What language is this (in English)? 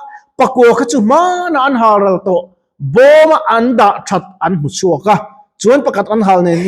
Mizo